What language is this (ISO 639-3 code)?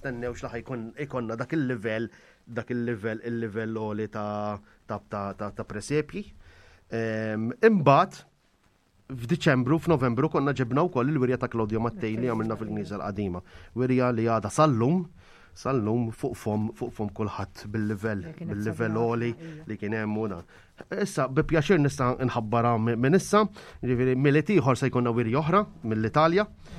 mlt